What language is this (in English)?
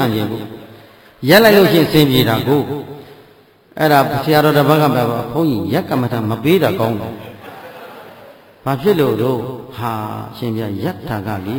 Burmese